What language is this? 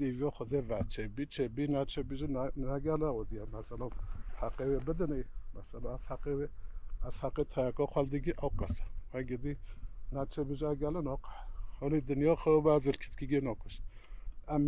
Kurdish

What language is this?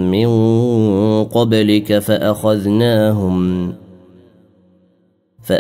Arabic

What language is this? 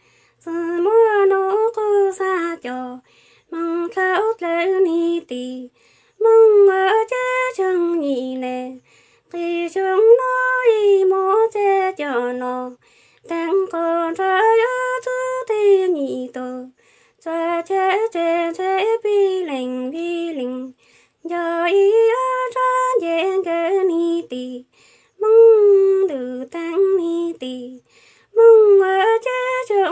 Hmong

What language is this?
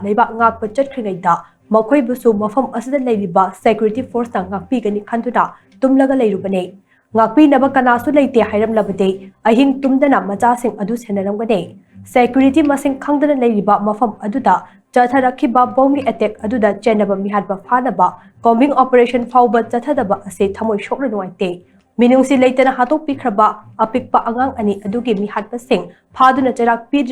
Manipuri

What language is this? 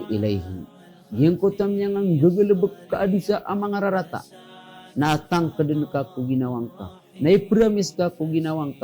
Maranao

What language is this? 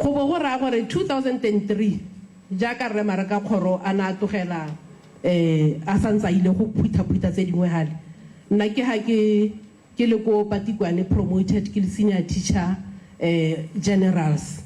Tswana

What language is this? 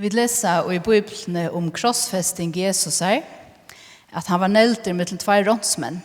Faroese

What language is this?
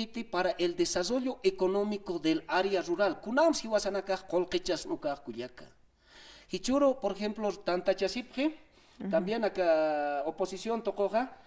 Aymara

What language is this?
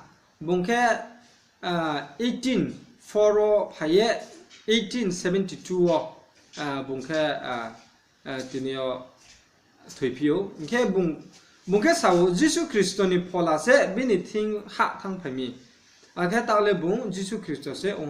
Riang (India)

